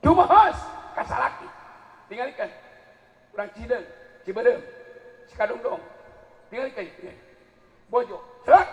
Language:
Sundanese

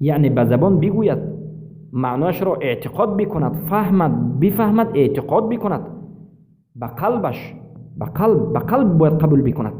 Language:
Persian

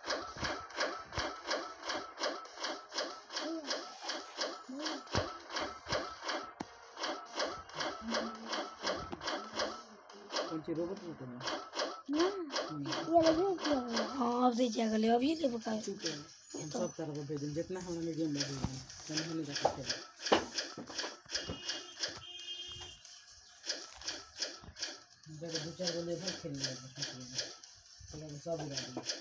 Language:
Bhojpuri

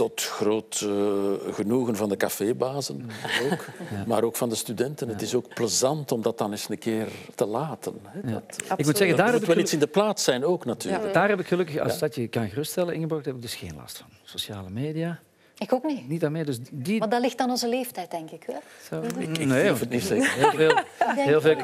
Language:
Dutch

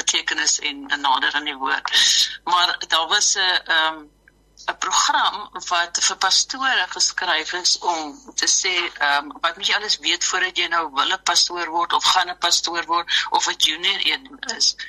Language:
Afrikaans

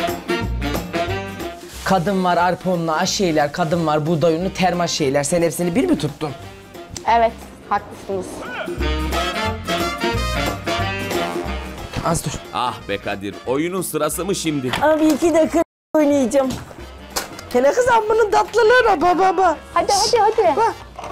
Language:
Turkish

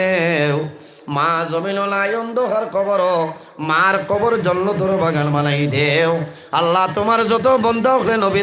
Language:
Sylheti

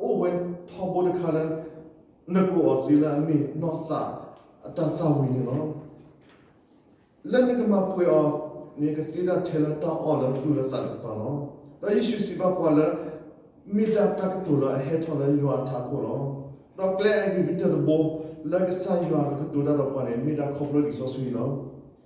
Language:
S'gaw Karen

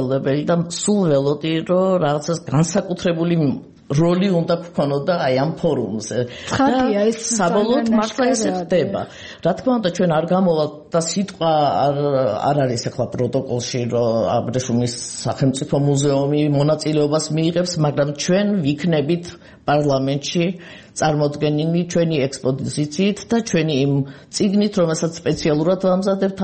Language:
Georgian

